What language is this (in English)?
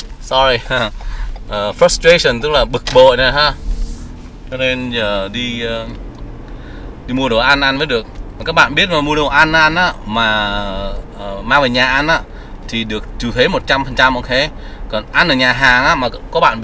Vietnamese